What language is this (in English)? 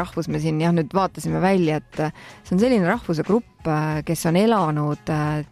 Estonian